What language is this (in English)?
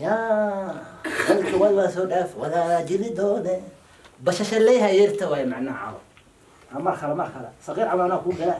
Somali